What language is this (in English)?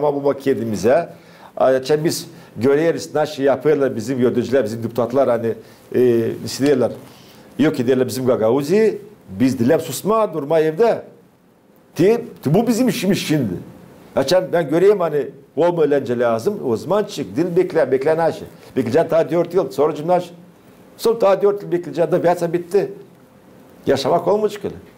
Gagauz